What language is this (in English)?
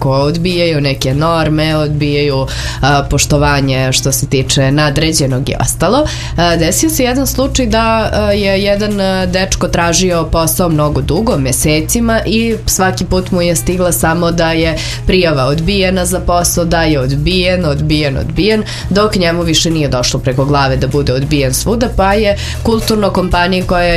Serbian